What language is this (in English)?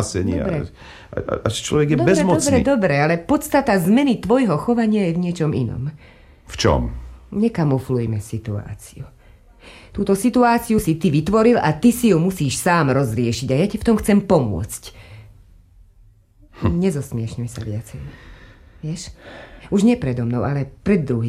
Slovak